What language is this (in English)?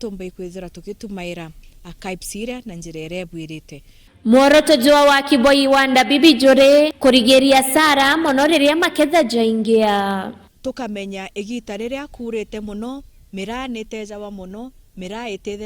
Meru